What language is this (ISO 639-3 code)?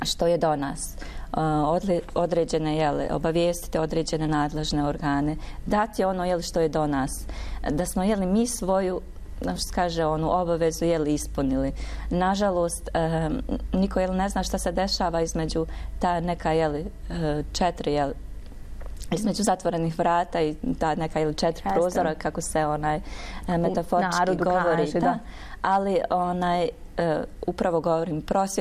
bos